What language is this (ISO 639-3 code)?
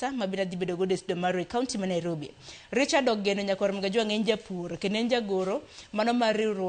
luo